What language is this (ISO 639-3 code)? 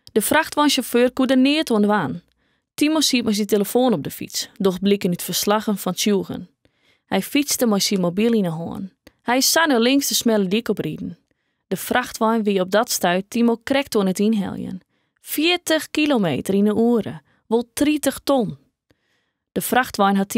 fry